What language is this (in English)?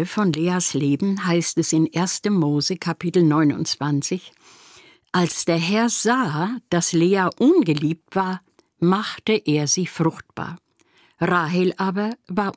German